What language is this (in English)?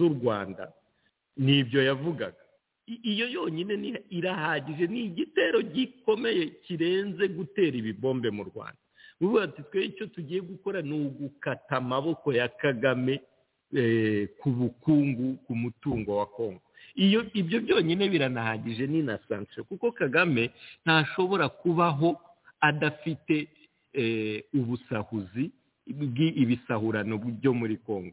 Kinyarwanda